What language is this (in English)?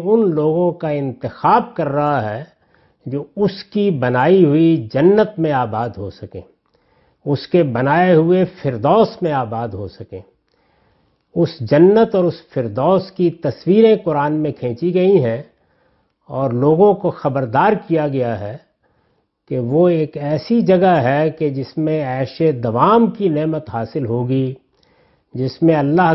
Urdu